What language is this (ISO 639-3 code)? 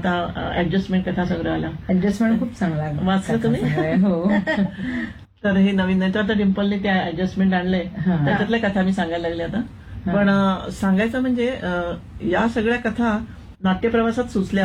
mar